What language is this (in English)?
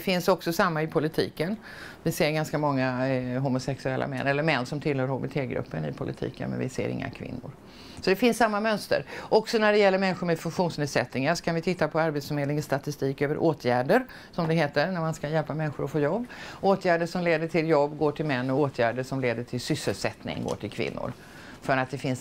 Swedish